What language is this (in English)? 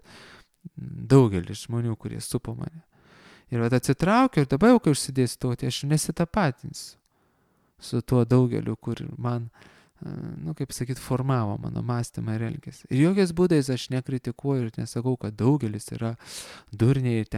Lithuanian